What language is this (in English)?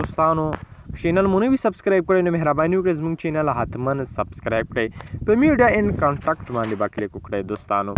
Pashto